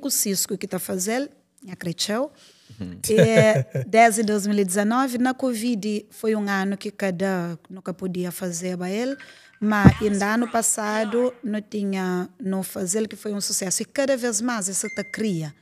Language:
Kabuverdianu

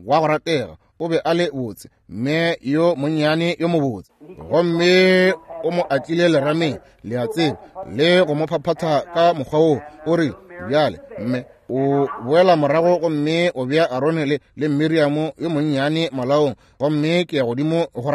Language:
Northern Sotho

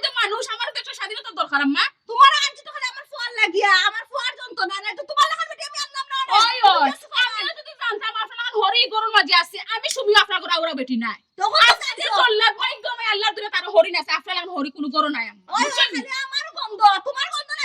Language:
Sylheti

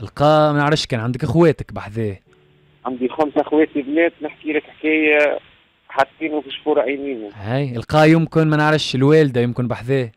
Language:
Tunisian Arabic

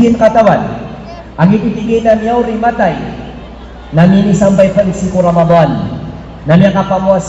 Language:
Maranao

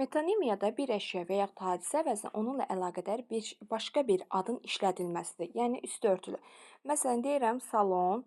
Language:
Azerbaijani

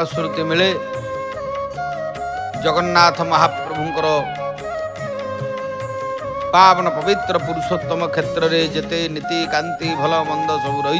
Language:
Odia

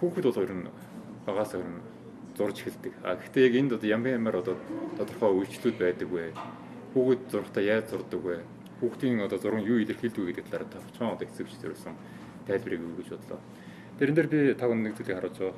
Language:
Mongolian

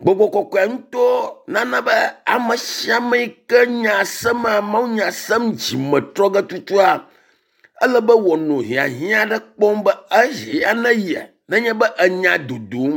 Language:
Ewe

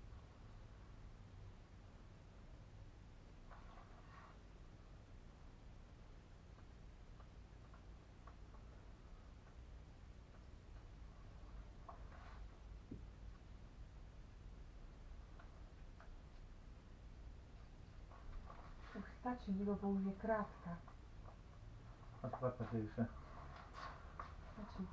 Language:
Slovak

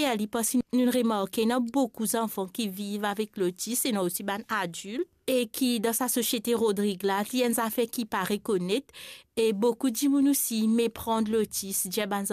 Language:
Morisyen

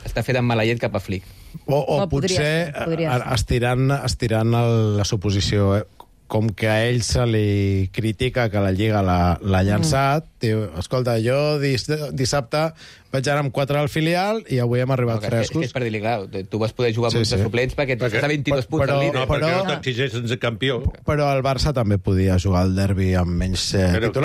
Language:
Catalan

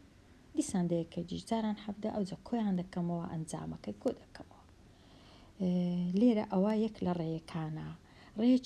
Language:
Central Kurdish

